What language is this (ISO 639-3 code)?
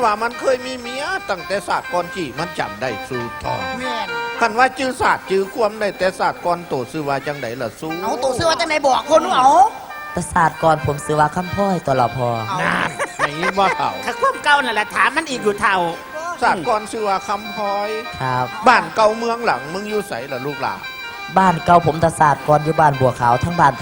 tts